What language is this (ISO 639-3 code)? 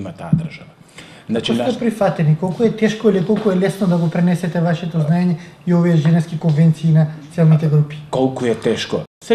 mkd